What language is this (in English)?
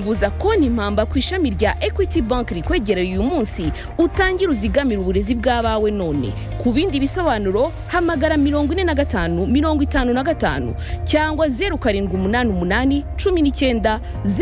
Kinyarwanda